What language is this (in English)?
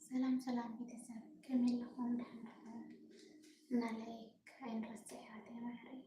Tigrinya